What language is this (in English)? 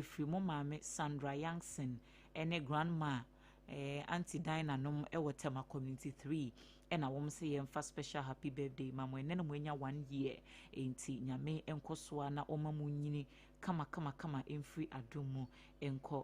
Akan